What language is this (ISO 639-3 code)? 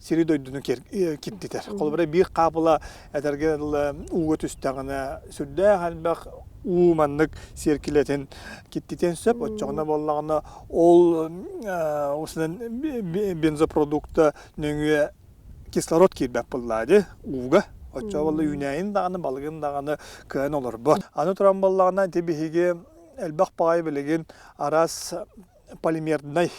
sah